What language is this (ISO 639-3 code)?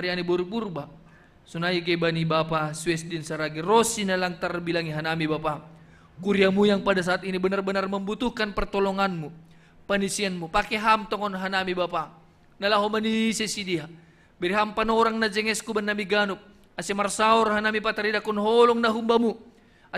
bts